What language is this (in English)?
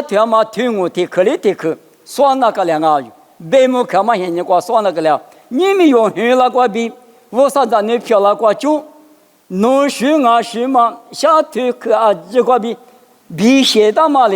Lisu